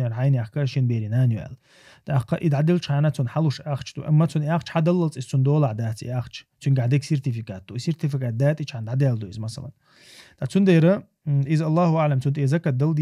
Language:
Chechen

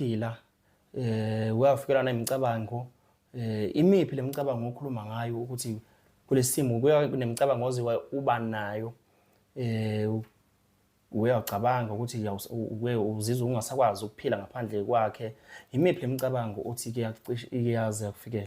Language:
Zulu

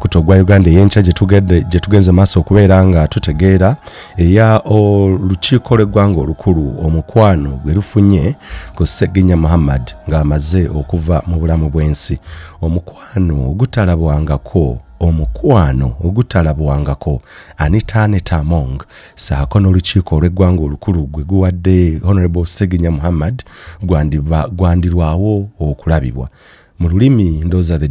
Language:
Ganda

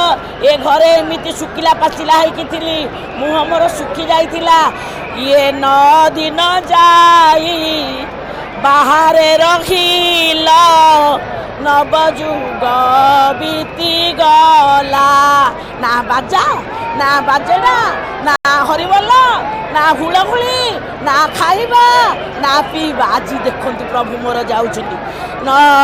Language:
Odia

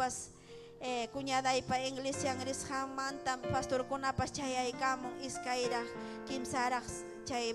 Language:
Ayacucho Quechua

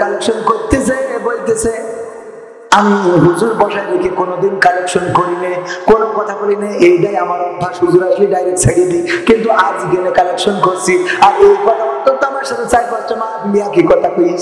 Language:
Bangla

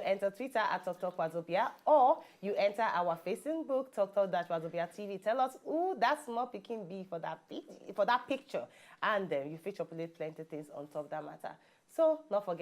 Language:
Nigerian Pidgin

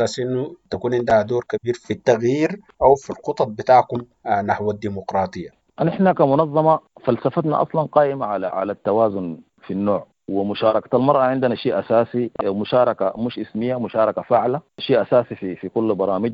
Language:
Sudanese Arabic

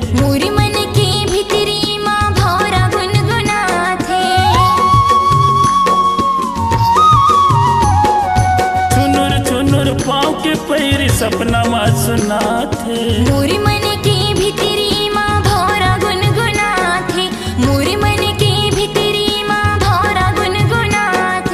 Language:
Chhattisgarhi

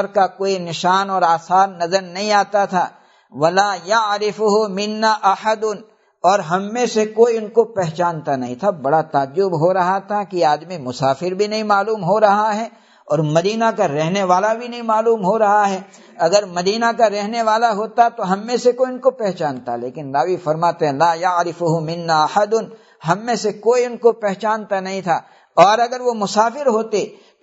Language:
Urdu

